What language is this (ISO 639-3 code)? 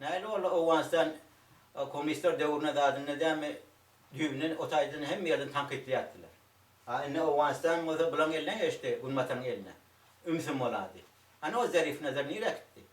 tuk